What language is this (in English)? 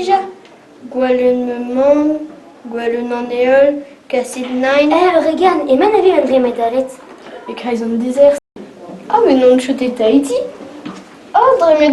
Breton